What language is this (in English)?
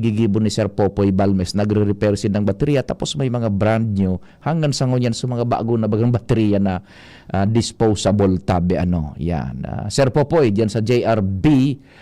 Bikol